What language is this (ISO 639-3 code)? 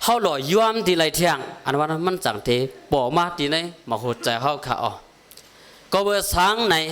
shn